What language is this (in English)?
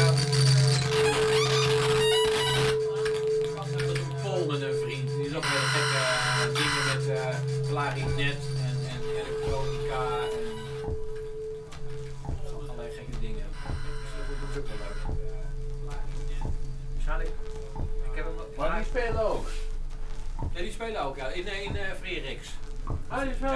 Dutch